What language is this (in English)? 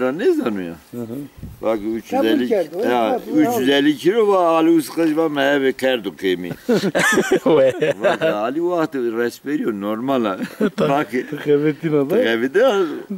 Zaza